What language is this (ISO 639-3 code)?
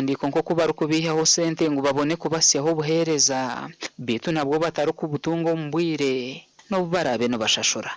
nyn